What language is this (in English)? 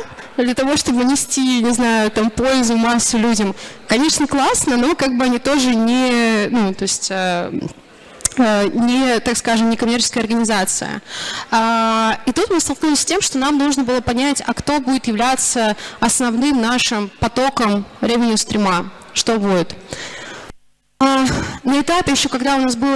Russian